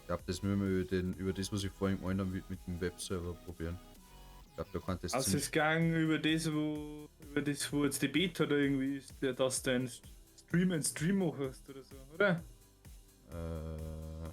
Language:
Bavarian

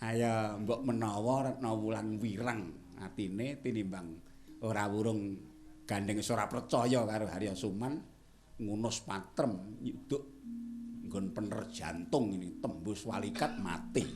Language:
Javanese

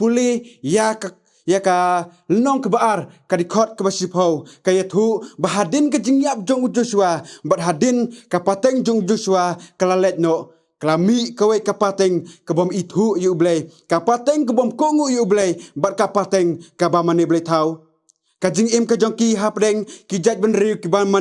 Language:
Khasi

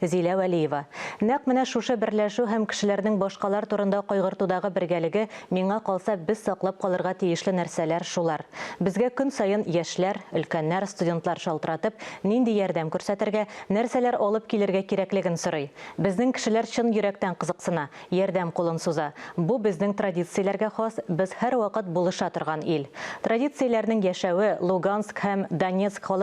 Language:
Tatar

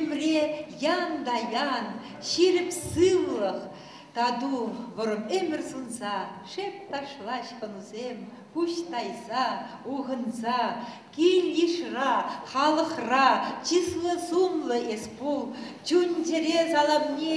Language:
Chuvash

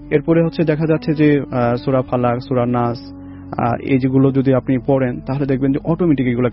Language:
Bangla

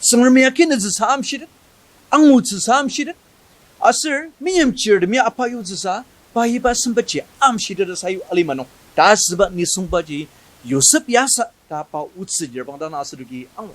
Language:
Ao Naga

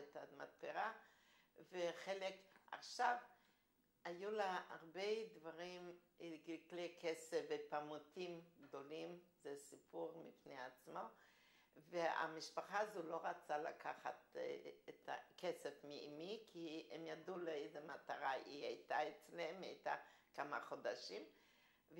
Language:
Hebrew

